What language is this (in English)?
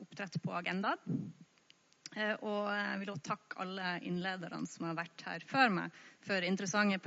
Norwegian